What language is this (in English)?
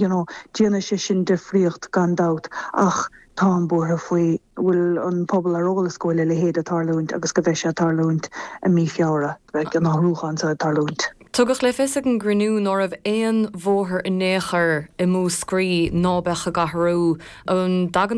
Irish